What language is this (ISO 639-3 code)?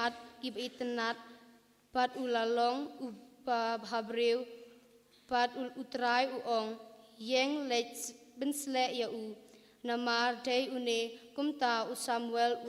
kha